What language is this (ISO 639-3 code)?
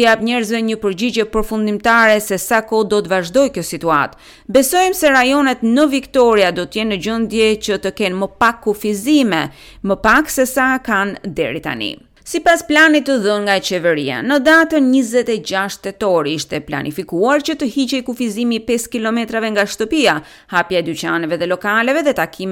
sqi